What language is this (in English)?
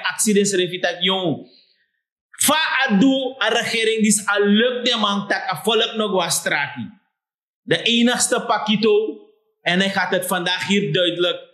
Sranan Tongo